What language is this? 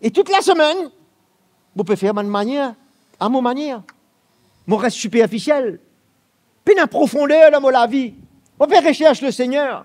Morisyen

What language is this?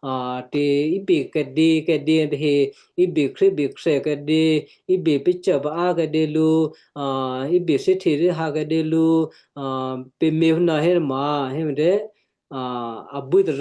Western Kayah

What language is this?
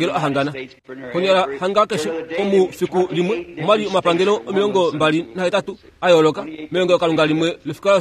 Kuanyama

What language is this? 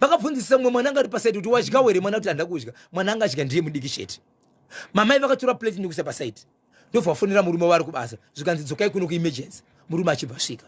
Shona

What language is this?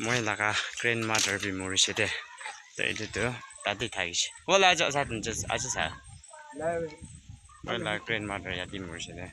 Naga Pidgin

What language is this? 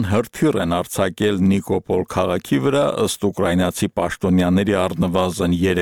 Armenian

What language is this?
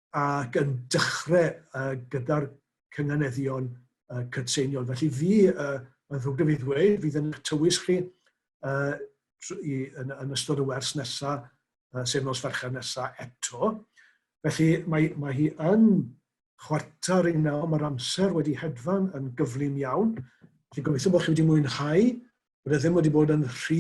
Welsh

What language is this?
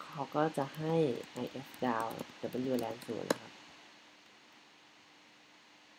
Thai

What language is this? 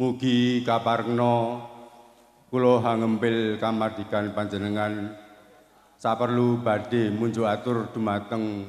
Javanese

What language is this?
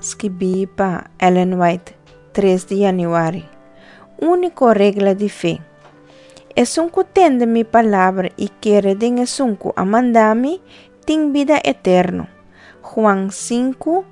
Papiamento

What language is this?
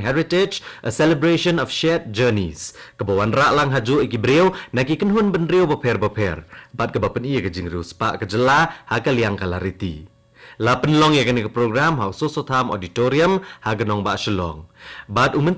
Khasi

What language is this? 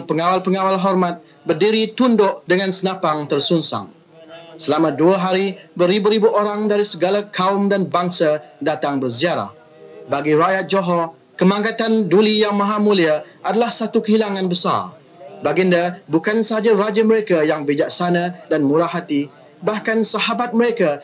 Malay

